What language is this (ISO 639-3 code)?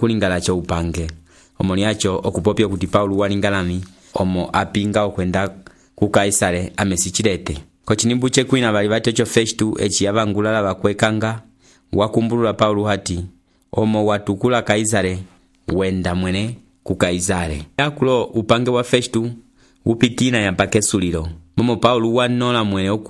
umb